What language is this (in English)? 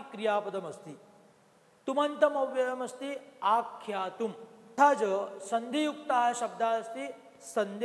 Sanskrit